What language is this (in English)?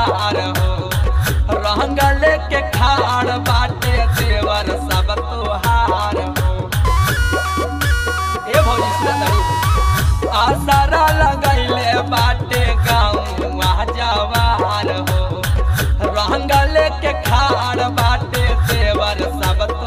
Bhojpuri